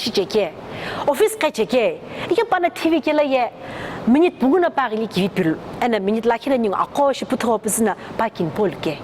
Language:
Sumi Naga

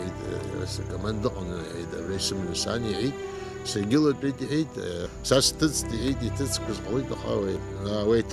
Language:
Abkhazian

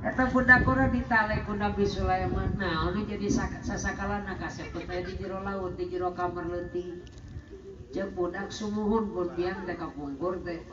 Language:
Sundanese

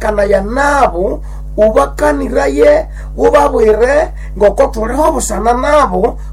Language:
Nande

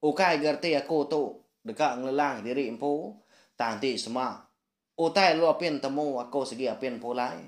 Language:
Iban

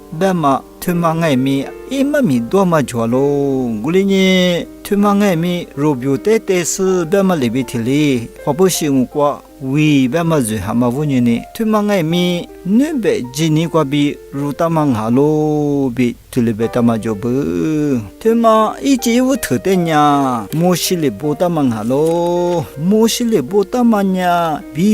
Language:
Lisu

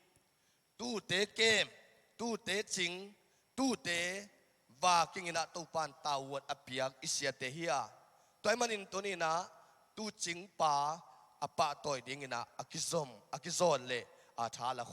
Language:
Tedim Chin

